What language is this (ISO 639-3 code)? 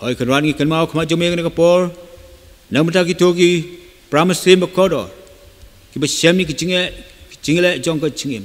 kha